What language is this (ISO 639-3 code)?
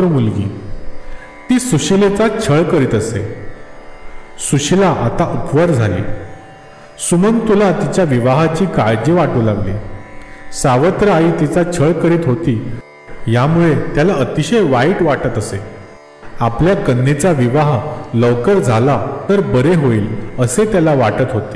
mar